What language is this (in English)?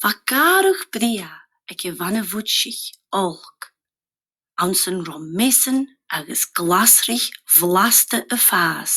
Scottish Gaelic